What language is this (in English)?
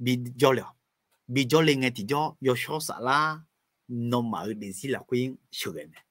Akha